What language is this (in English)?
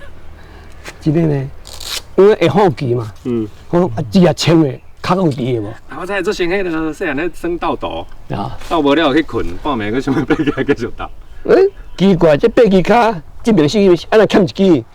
Min Nan Chinese